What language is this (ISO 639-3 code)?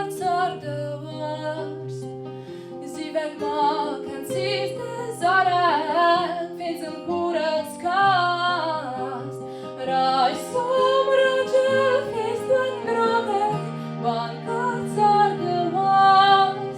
oss